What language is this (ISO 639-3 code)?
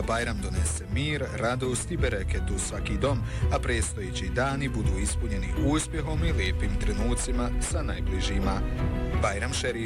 bos